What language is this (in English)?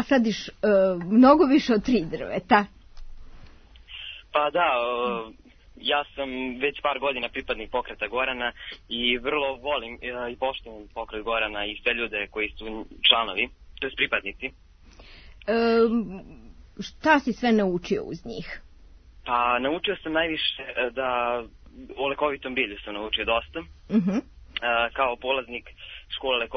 Serbian